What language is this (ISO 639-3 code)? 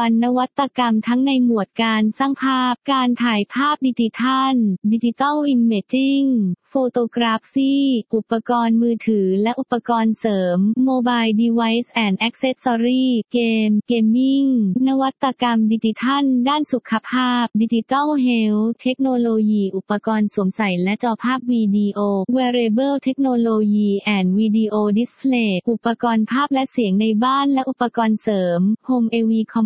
tha